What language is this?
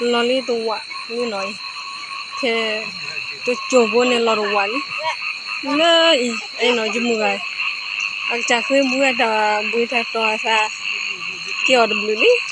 S'gaw Karen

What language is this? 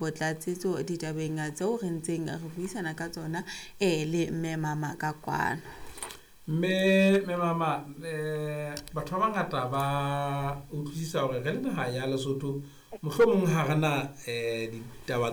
Southern Sotho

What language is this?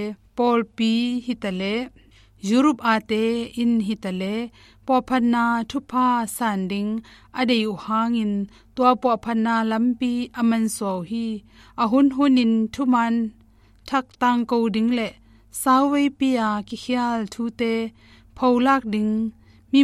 Tedim Chin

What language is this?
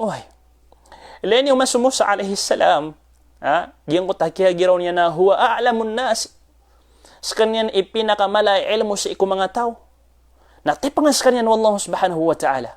Maranao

